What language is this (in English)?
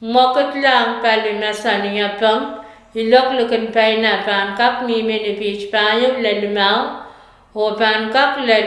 Pohnpeian